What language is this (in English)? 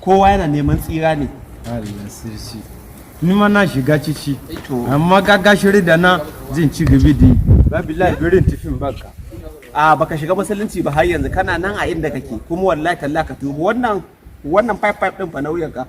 Hausa